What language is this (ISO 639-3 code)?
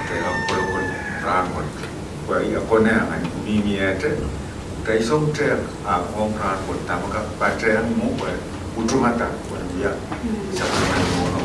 pon